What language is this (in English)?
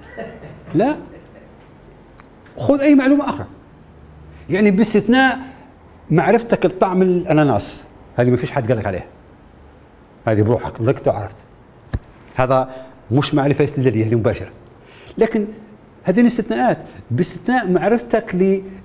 Libyan Arabic